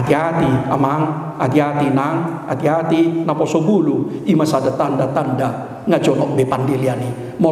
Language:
Batak Toba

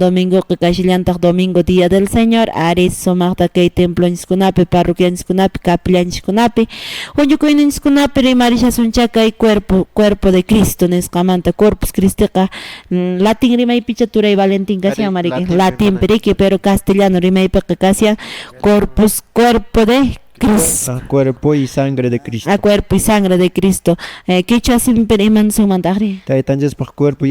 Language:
Quechua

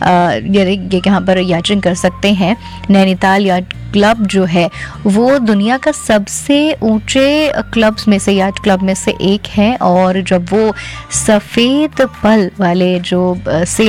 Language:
Hindi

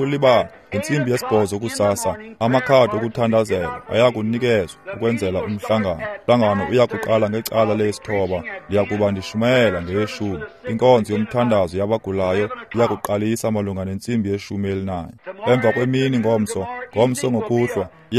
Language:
Xhosa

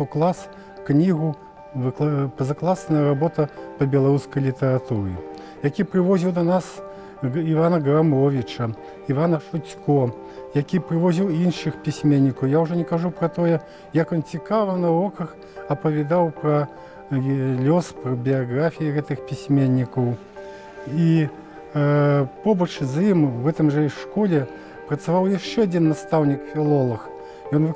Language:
Belarusian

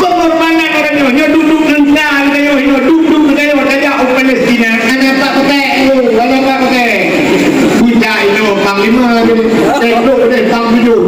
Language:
Achinese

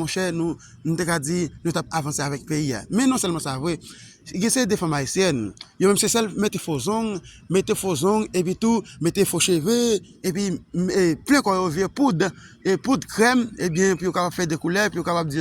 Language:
Haitian Creole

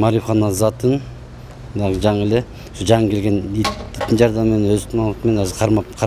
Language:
Kyrgyz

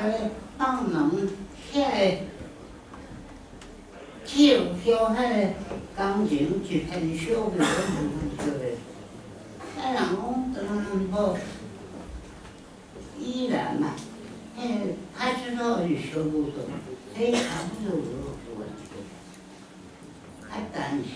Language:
Chinese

